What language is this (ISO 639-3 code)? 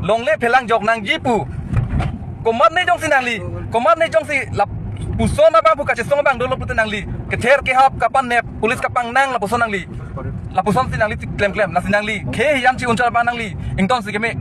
mjw